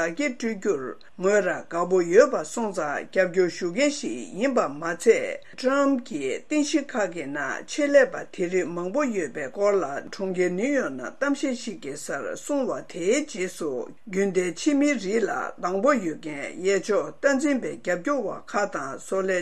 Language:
Tibetan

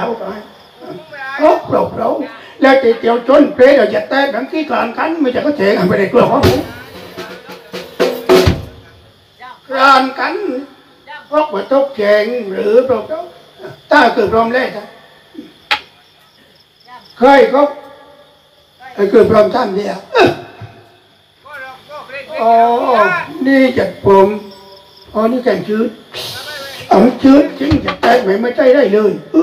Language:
Thai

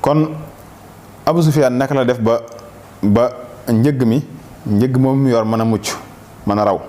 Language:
Wolof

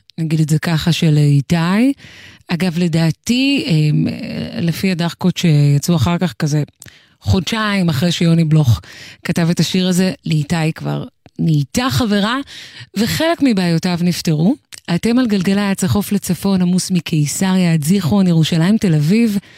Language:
Hebrew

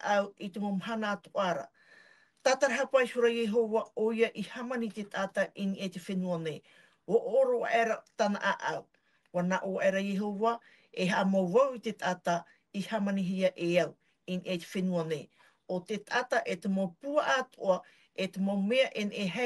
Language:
Tahitian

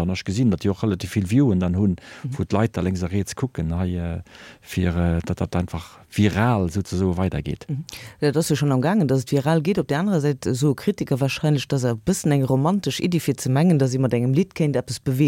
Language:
Luxembourgish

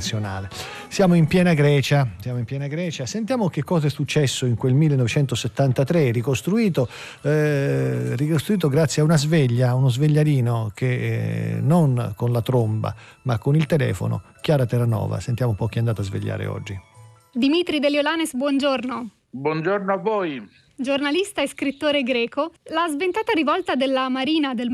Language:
Italian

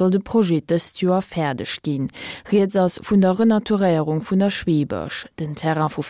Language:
Luxembourgish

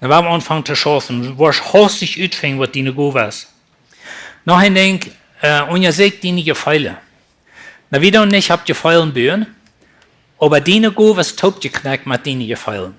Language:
Plautdietsch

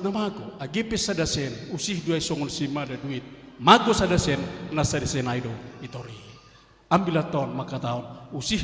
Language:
Batak Simalungun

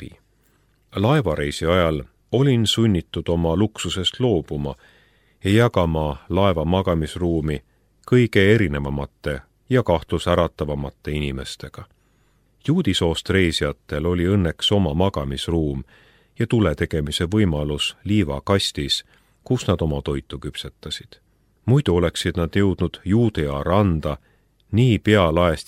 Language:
Estonian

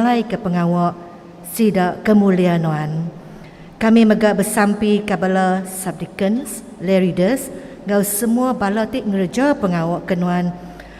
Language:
Iban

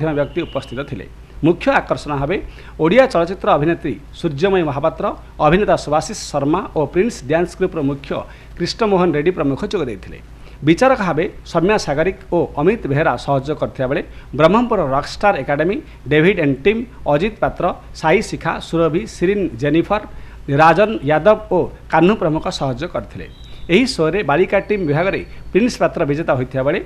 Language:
Odia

